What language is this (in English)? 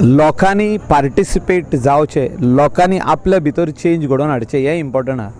Konkani